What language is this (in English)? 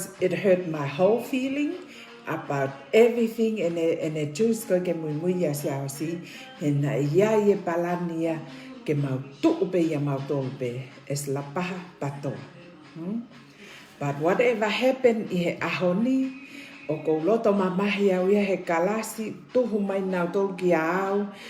Tongan